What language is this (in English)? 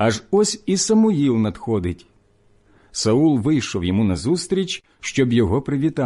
Ukrainian